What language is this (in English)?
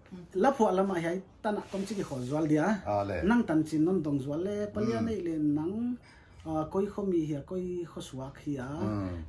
Paite Chin